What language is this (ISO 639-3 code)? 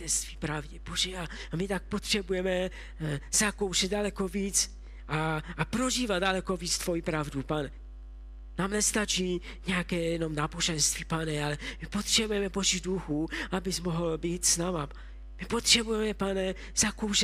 ces